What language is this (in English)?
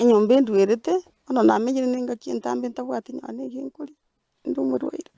Gusii